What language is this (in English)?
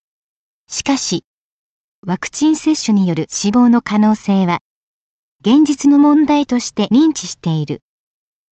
Japanese